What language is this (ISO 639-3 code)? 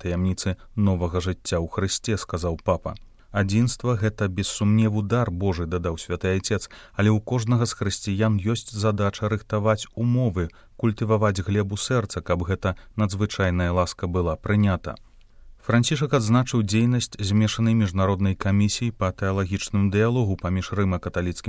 bel